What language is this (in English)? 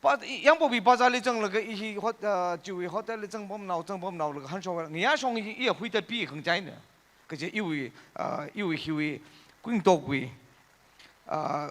Tangkhul Naga (India)